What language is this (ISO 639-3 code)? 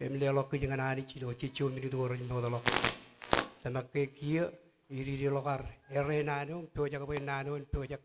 mah